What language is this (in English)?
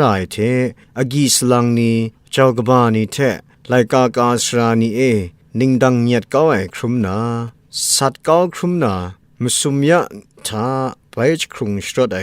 Kachin